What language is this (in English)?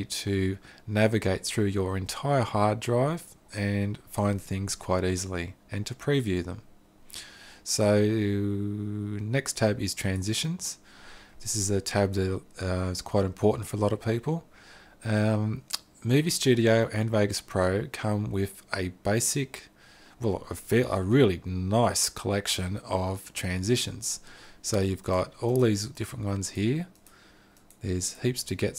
English